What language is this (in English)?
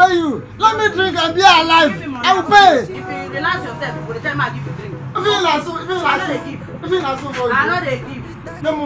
Nigerian Pidgin